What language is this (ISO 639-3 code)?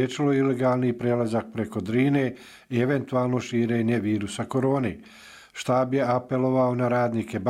bos